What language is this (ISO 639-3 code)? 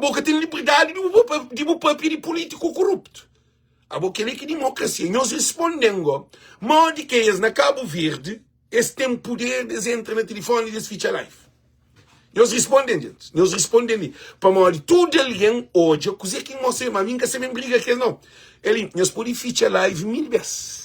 kea